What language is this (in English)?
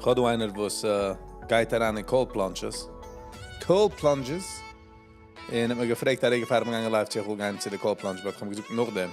Yiddish